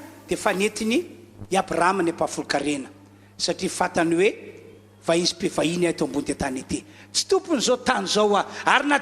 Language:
Malagasy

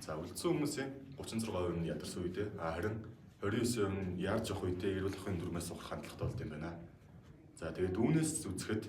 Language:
Mongolian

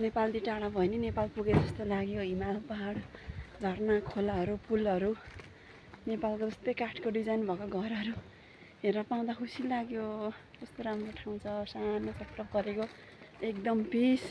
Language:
Nepali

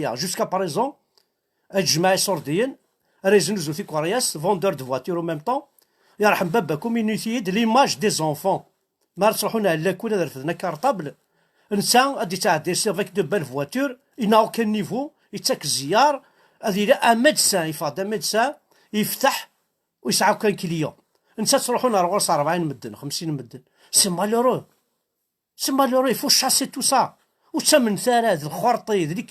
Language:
Kabyle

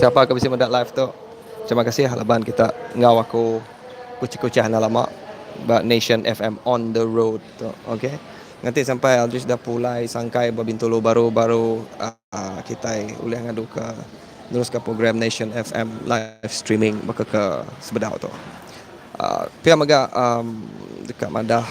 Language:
Iban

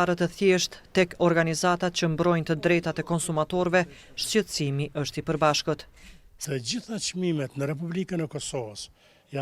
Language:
Albanian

